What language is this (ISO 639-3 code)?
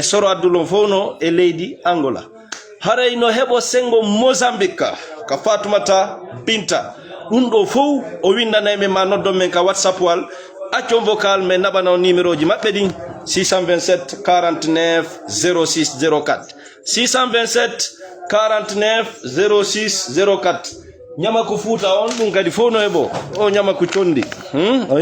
ful